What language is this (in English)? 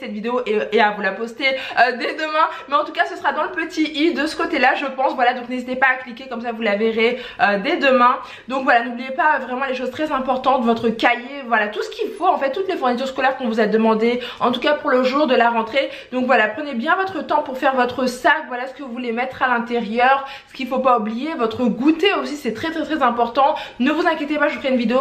French